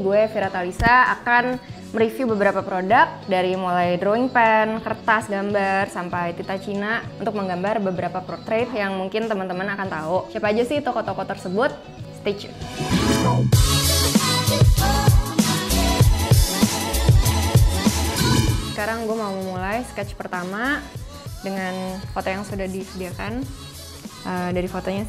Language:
Indonesian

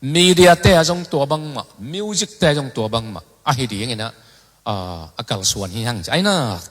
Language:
Tedim Chin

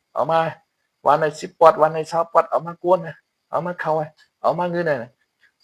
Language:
Shan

